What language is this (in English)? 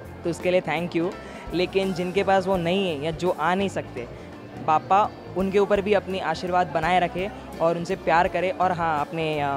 Hindi